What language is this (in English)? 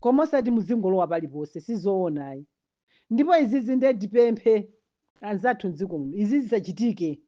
Nyanja